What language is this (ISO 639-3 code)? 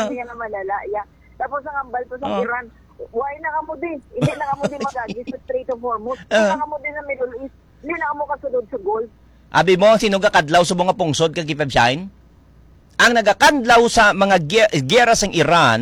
hil